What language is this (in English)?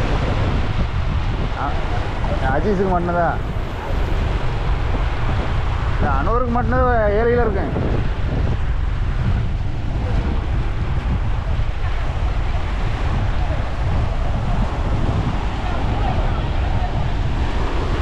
Tamil